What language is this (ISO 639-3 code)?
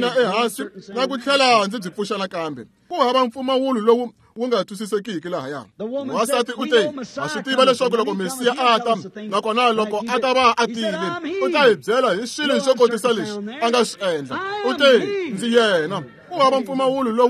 tso